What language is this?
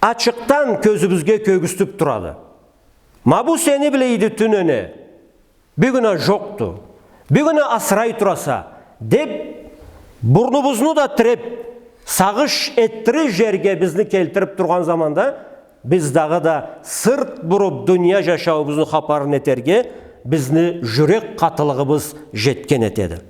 Karachay-Balkar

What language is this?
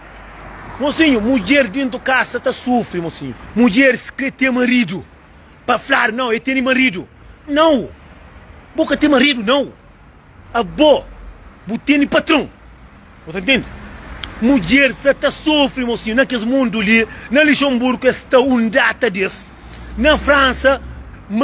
Kabuverdianu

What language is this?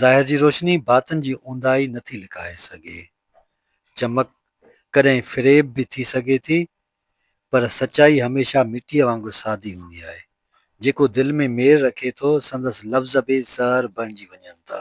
Sindhi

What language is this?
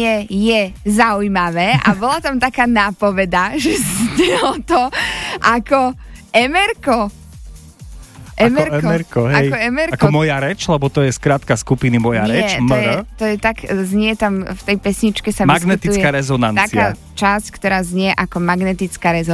Slovak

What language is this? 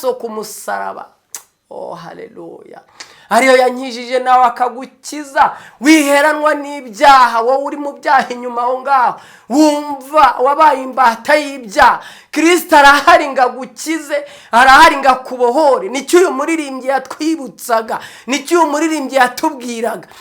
Kinyarwanda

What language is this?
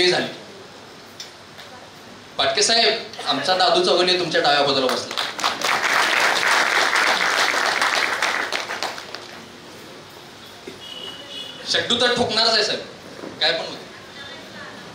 Marathi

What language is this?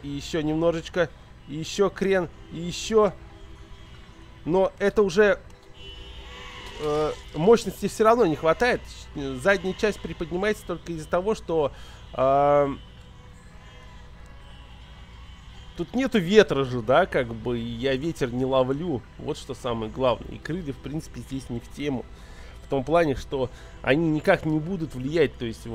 Russian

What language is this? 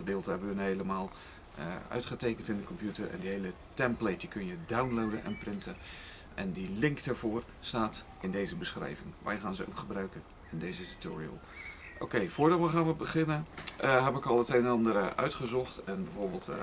Dutch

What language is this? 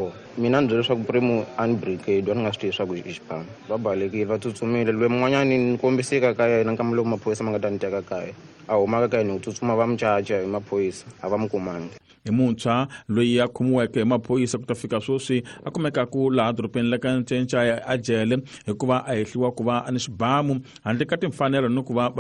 Tsonga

